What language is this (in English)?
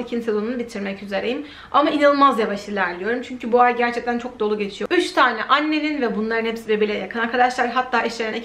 Turkish